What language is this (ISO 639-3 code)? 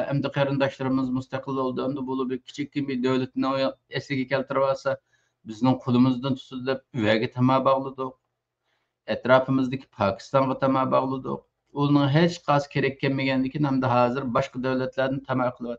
uig